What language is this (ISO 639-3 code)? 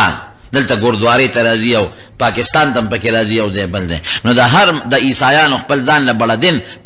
pus